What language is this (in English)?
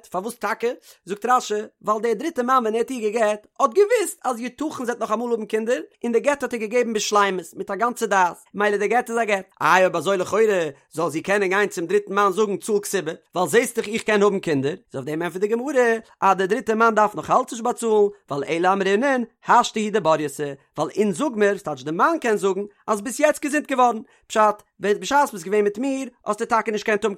Yiddish